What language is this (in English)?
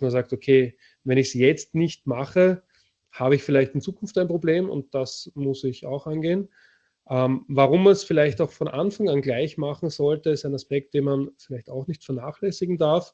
German